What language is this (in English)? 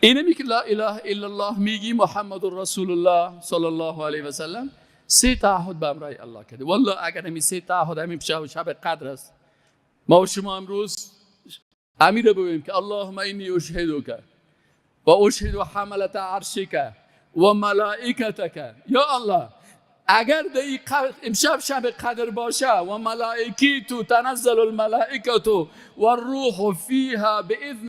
Persian